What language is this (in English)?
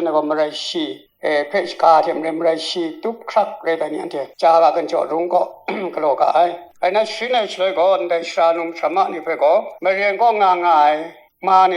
Kachin